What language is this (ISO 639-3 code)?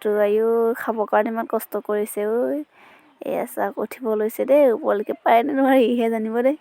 asm